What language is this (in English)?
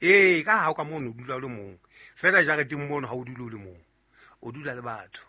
Southern Sotho